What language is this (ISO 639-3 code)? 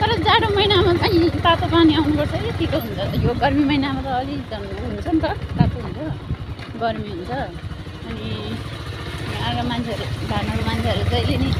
nep